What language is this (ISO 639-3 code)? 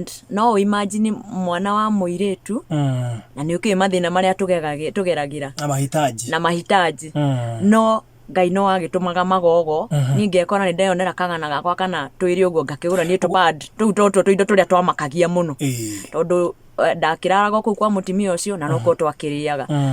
kik